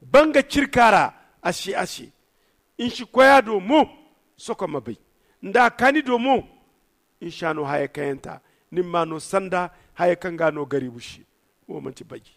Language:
Zarma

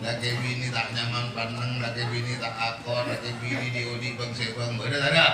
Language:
Madurese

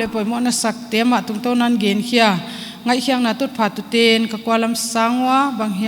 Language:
Paite Chin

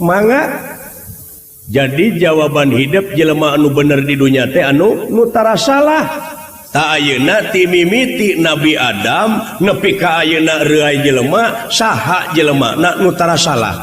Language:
Sundanese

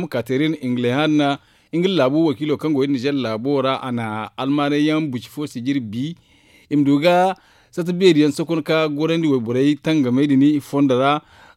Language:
Zarma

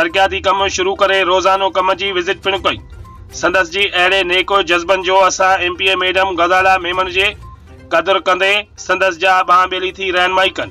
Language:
Sindhi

